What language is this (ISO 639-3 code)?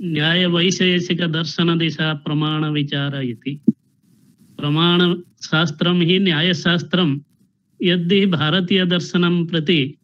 san